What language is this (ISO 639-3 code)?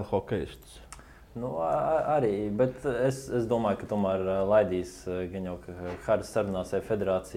lav